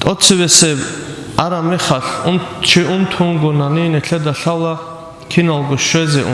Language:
Avaric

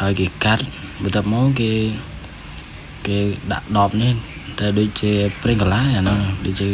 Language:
Khmer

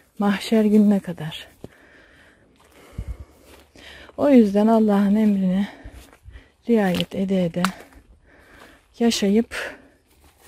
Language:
Turkish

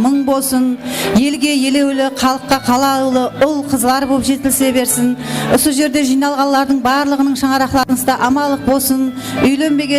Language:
Kara-Kalpak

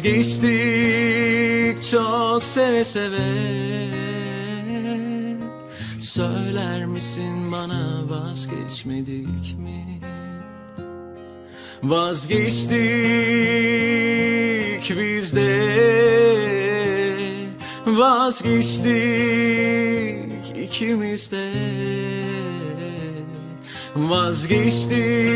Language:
Turkish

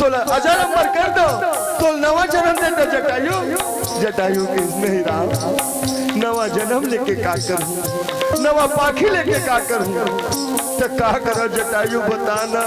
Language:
Chhattisgarhi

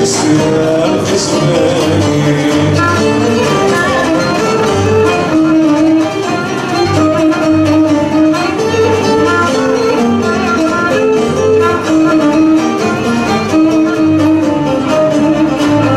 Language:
Greek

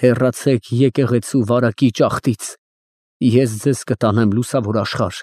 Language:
Armenian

